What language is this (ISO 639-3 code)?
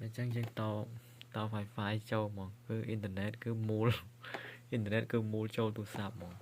khm